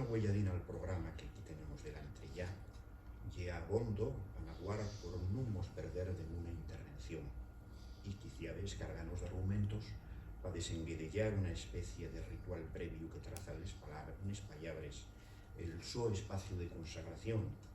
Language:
Asturian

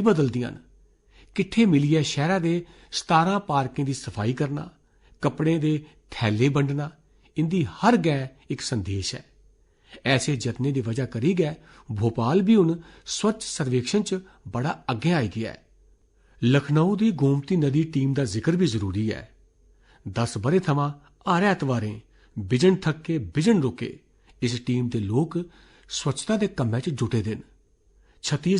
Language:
Dogri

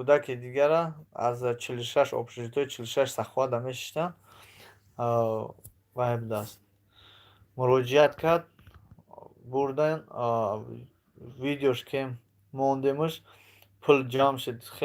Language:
Tajik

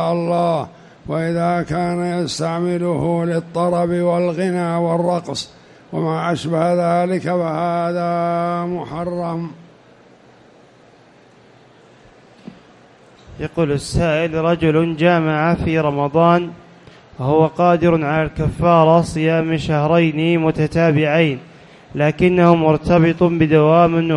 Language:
Arabic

